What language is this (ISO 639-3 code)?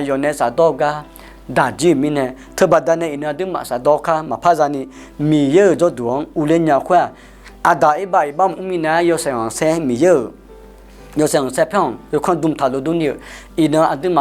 ahk